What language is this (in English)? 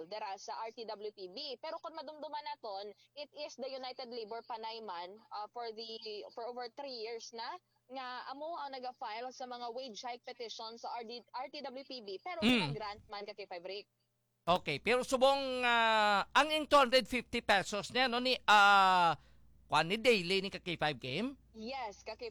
Hiligaynon